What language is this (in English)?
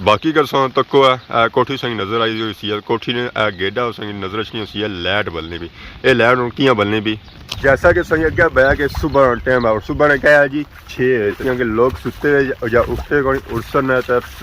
Pahari-Potwari